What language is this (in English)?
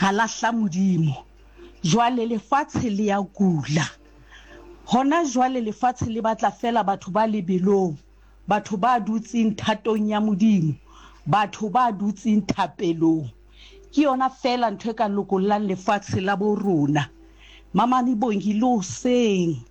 Southern Sotho